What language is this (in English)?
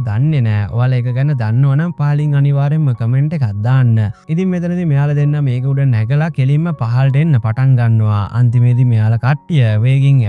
Sinhala